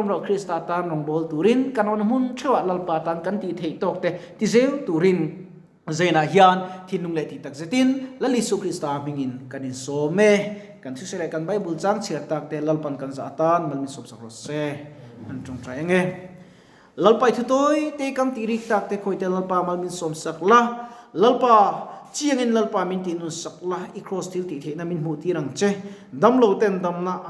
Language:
Mizo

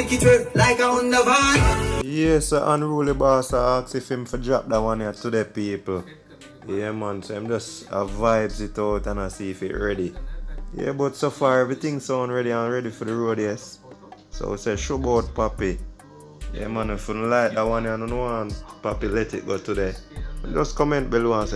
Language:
Jamaican Creole English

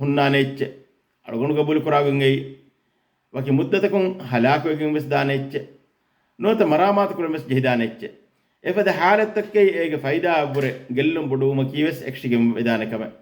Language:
Divehi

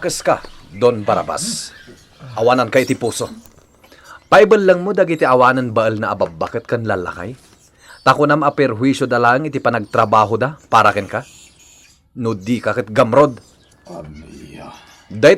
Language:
Iloko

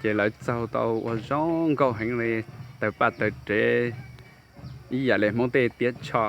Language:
Hmong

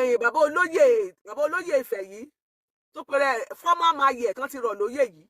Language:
Yoruba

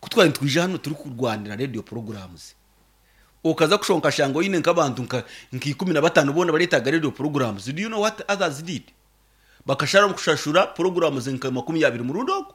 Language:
Nyankole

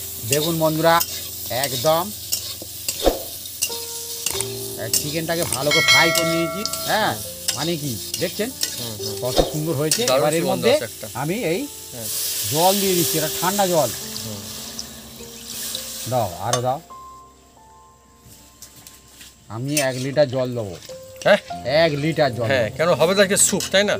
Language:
Bangla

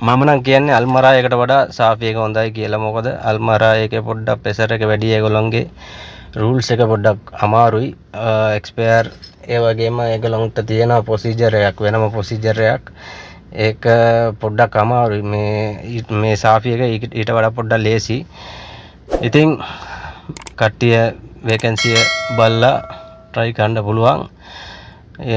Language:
Sinhala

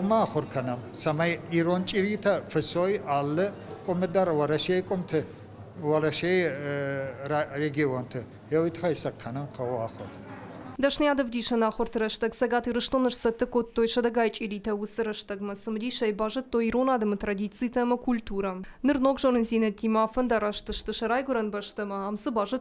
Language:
Ossetic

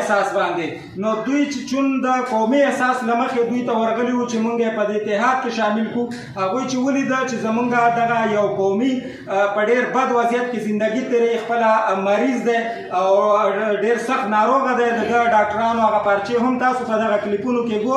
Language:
Pashto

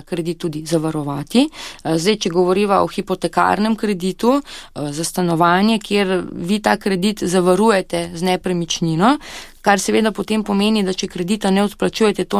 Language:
Slovenian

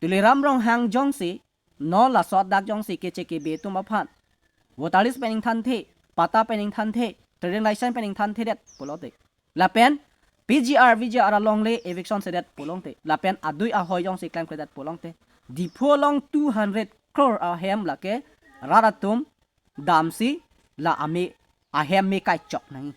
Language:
Karbi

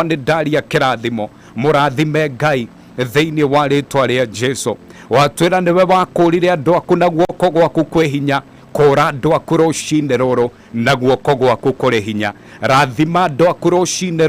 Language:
Kikuyu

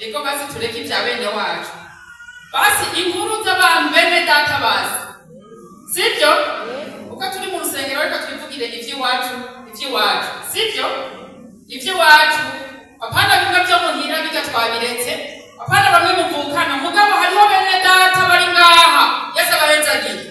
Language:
Rundi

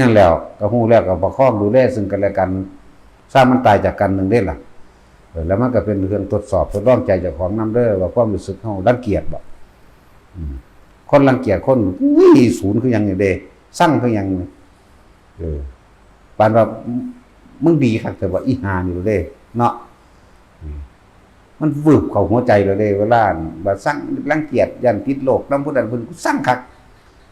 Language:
Northeastern Thai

